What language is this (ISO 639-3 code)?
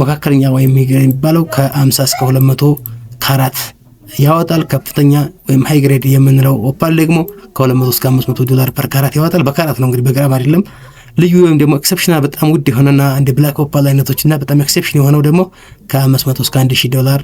amh